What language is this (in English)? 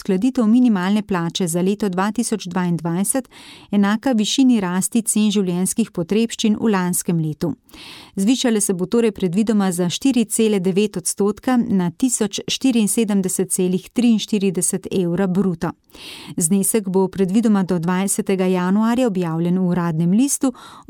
Slovenian